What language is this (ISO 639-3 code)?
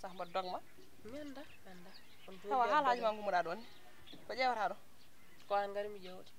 ful